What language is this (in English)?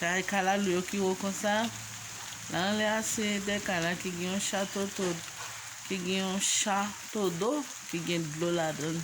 Haitian Creole